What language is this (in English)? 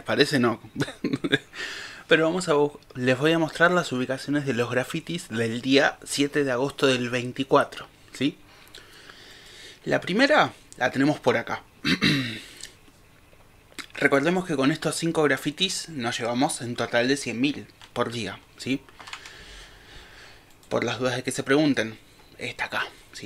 Spanish